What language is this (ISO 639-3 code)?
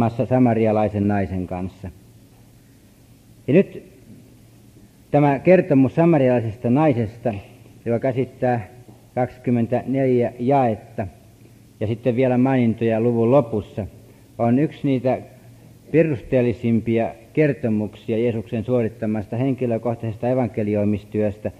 fin